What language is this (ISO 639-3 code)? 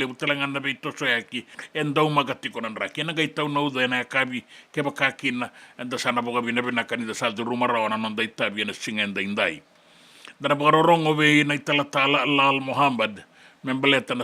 fij